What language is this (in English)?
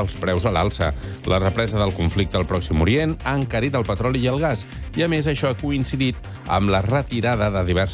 Catalan